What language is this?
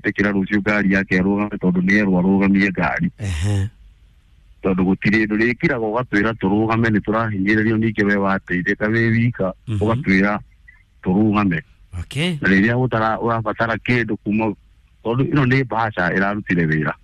Kikuyu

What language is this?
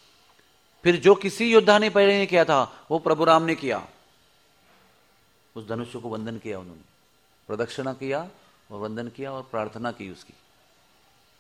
Hindi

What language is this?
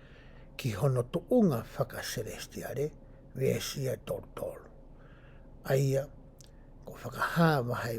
Tongan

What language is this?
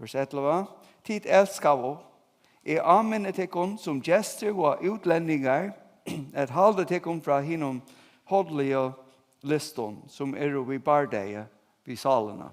Faroese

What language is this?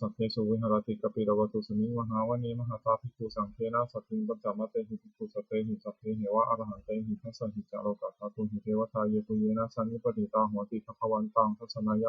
Pali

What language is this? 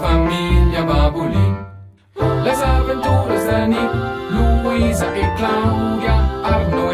Romansh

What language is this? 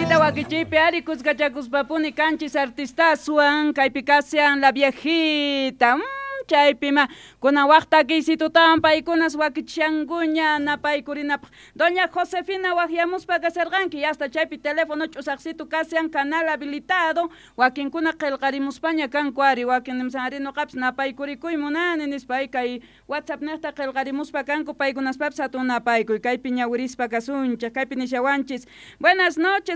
Quechua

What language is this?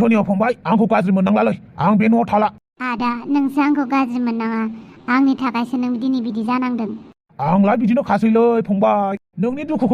Bodo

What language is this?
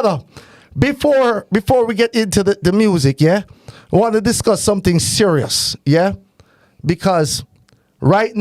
Jamaican Creole English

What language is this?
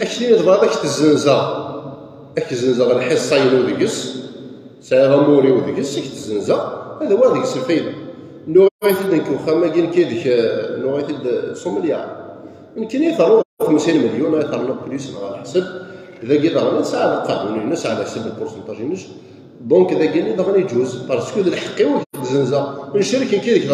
Kabyle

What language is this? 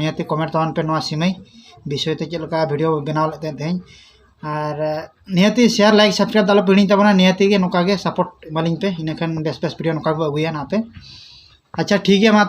Santali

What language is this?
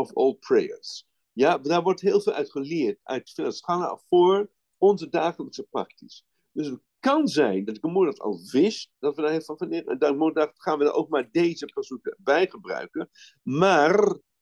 Dutch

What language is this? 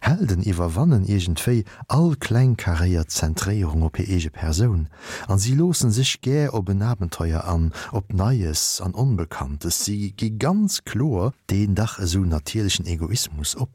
Luxembourgish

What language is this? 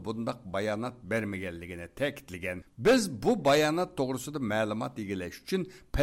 Uyghur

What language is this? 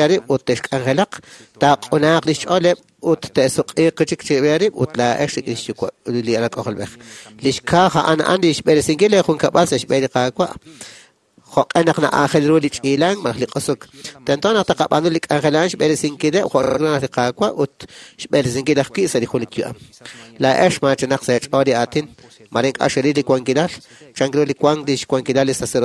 Kekchí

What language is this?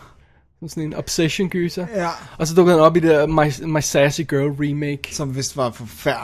Danish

